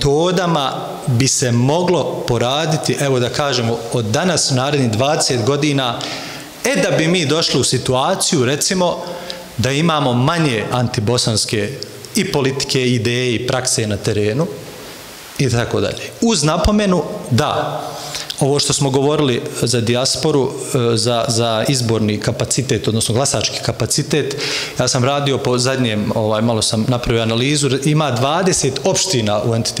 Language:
Bosnian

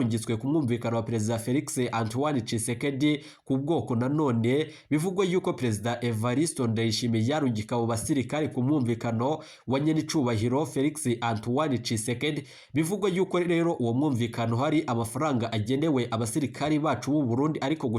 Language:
Rundi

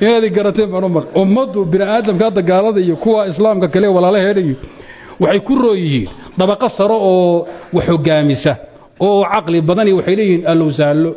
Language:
Somali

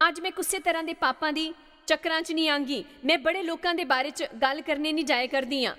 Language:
Dogri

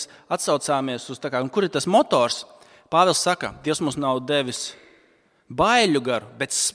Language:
Latvian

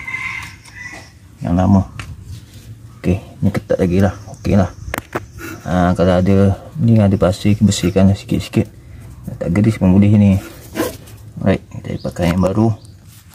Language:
Malay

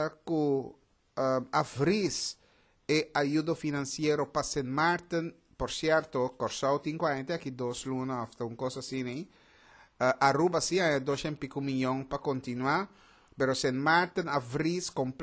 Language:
Papiamento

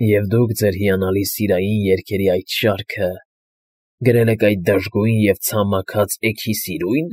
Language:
Armenian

